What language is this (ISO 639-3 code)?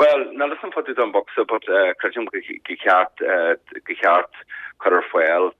gle